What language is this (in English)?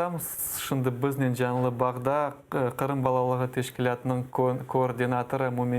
Crimean Tatar